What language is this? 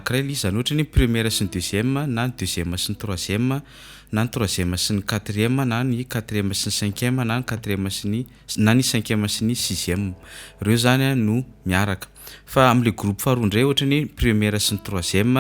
Malagasy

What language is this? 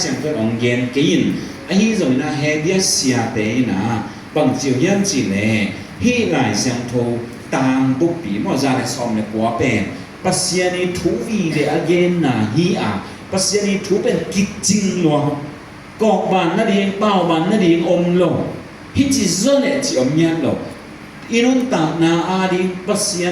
Tedim Chin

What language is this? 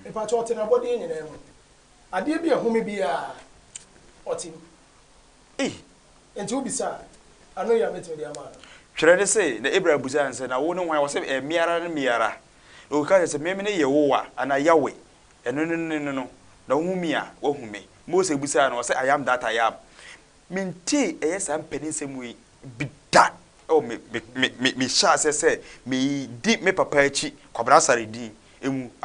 Akan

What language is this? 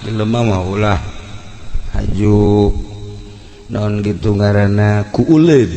Sundanese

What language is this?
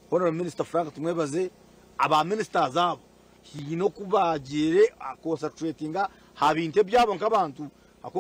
Nyankole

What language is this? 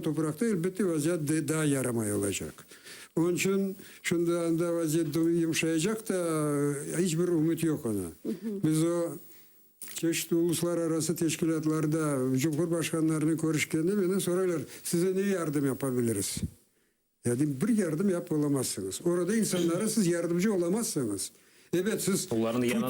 Crimean Tatar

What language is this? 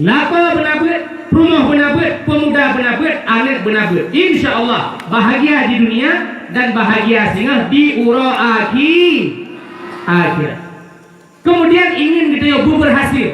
Achinese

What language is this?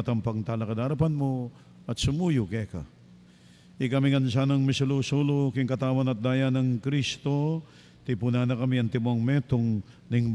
Pampanga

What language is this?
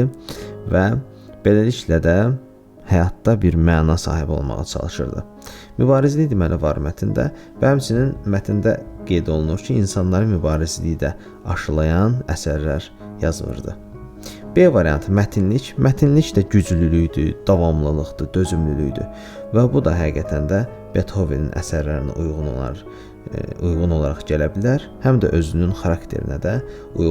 Azerbaijani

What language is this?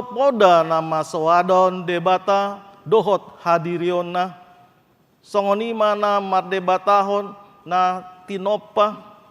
Batak Toba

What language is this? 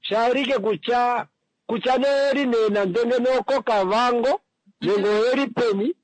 Kuanyama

